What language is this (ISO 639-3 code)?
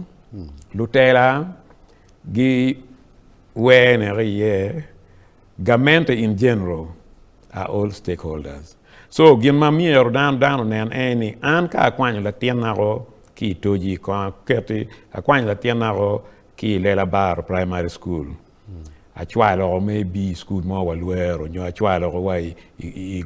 ach